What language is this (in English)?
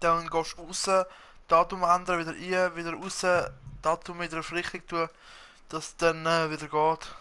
Swiss German